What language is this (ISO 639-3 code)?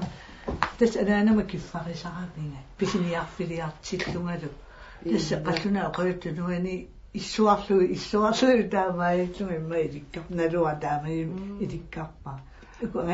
kal